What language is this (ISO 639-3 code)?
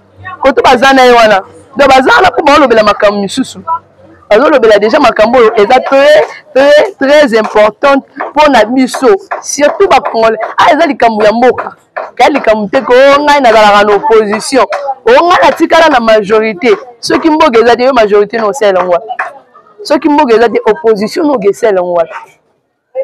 lin